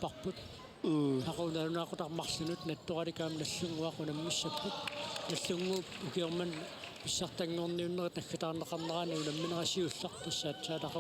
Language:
Kalaallisut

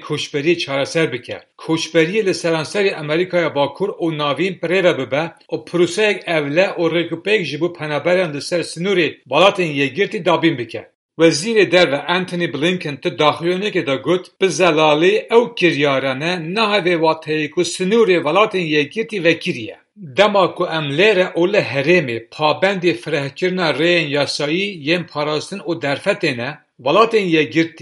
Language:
Kurdish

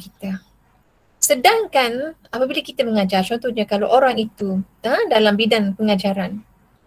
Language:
Malay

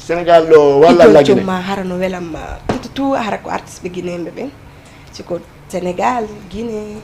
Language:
Fula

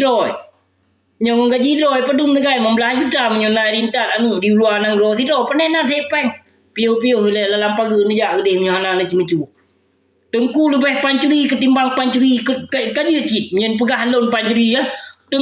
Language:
Achinese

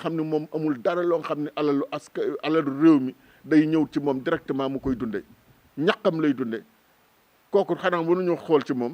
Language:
Wolof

